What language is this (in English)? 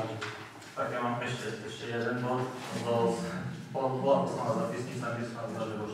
Slovak